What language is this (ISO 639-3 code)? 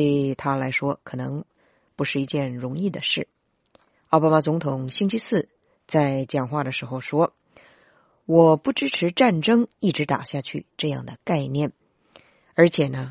zho